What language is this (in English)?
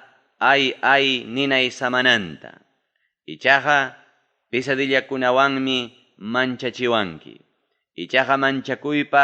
Ayacucho Quechua